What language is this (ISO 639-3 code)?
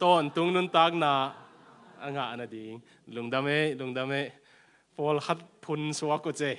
ctd